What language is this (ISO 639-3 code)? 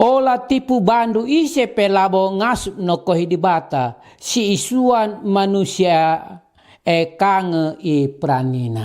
btx